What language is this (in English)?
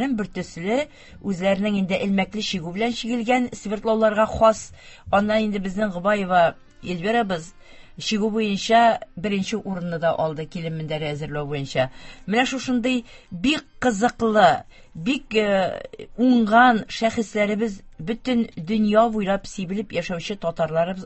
Tatar